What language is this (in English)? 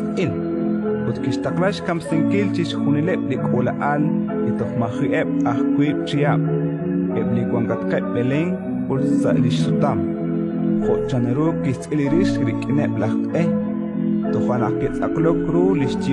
Kekchí